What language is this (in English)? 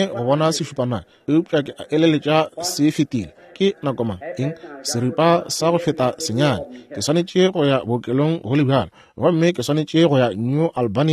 Northern Sotho